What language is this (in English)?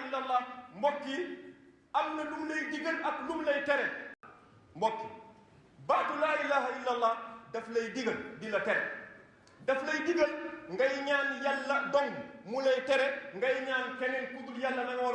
Wolof